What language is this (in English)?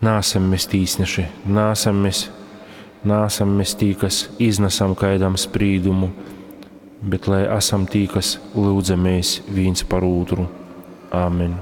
Latgalian